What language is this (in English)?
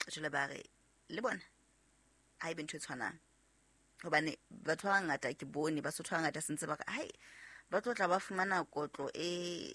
Southern Sotho